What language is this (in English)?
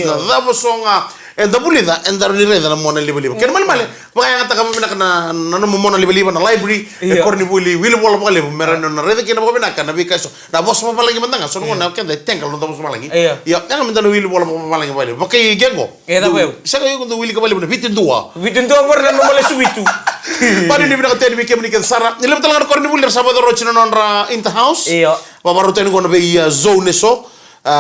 Fijian